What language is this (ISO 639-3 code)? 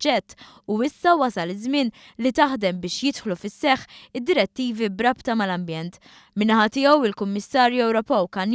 mlt